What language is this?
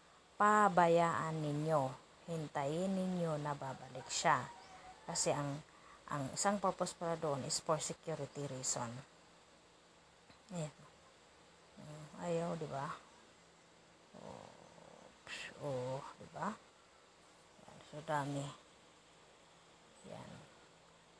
Filipino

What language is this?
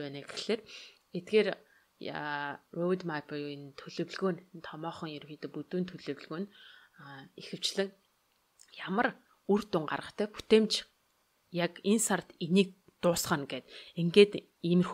Mongolian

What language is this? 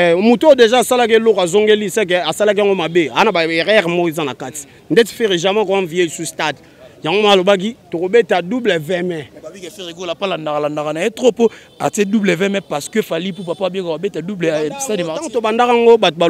Lingala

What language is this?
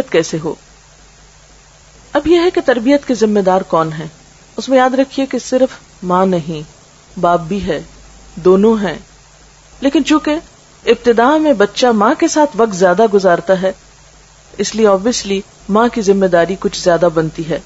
Urdu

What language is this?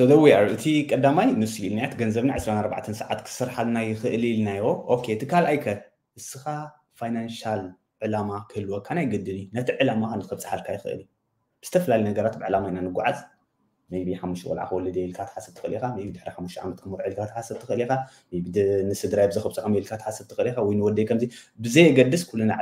Tigrinya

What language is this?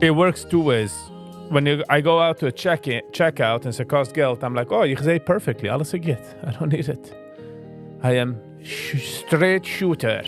Yiddish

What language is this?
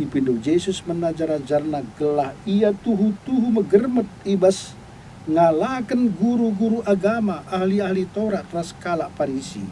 Batak Karo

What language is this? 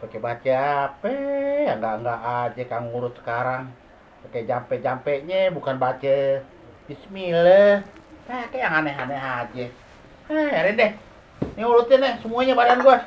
Betawi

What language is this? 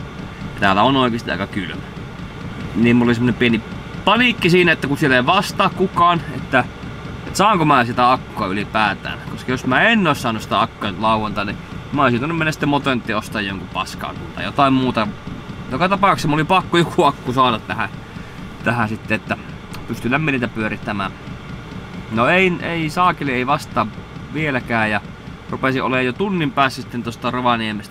Finnish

